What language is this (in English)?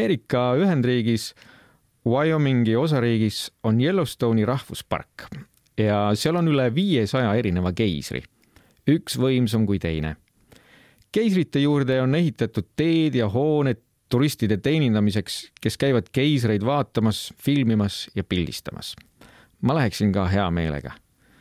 Estonian